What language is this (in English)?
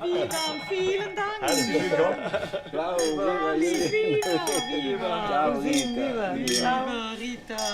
Romansh